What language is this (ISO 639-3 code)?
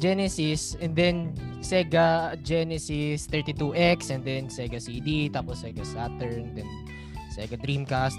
fil